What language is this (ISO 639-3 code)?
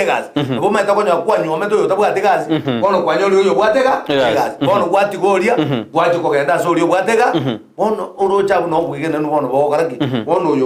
guz